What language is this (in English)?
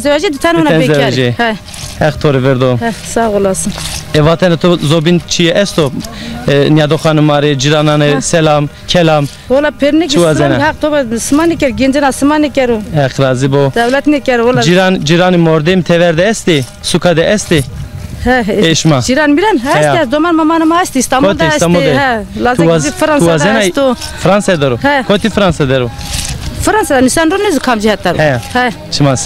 Zaza